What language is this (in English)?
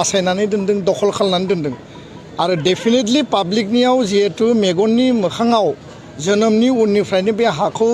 Bodo